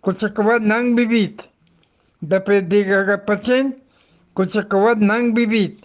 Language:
Eastern Balochi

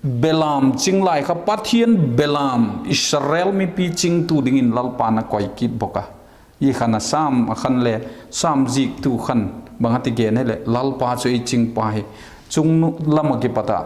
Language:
Vaiphei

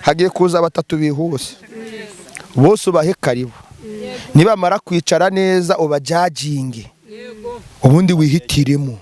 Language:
Kinyarwanda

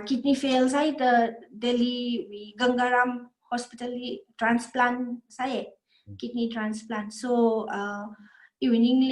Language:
Tangkhul Naga (India)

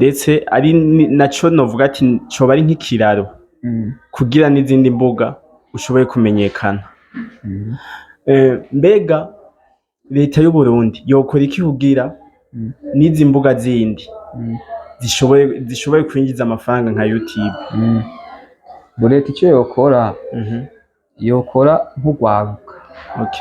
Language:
Rundi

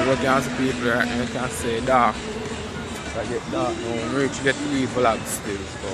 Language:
Jamaican Creole English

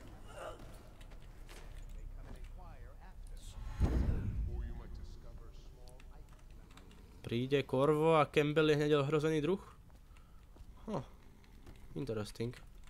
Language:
Slovak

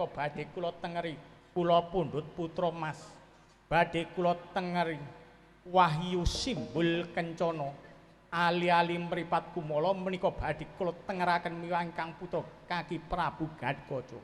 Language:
Javanese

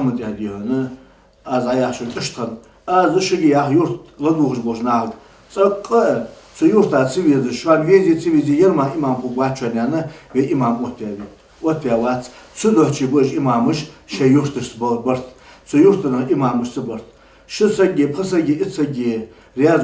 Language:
Ingush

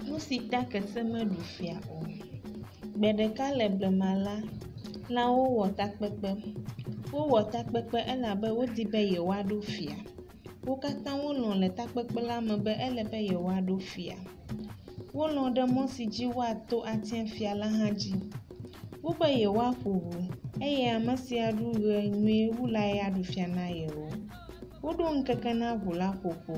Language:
Ewe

